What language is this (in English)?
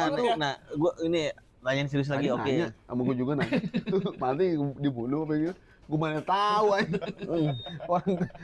Betawi